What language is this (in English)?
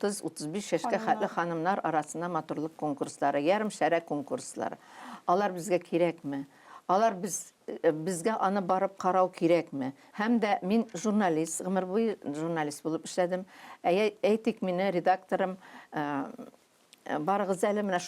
Tatar